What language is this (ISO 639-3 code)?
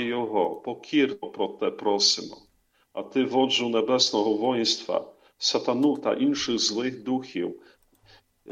ukr